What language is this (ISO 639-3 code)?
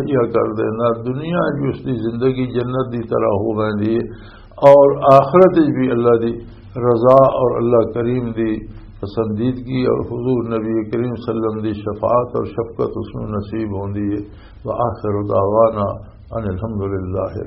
lah